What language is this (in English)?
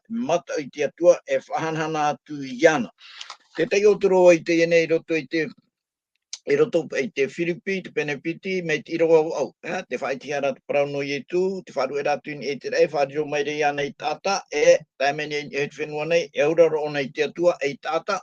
Tahitian